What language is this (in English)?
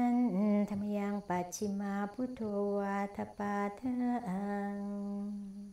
Thai